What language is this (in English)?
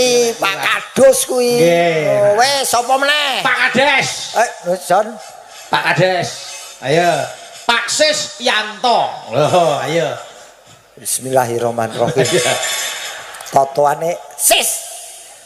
Javanese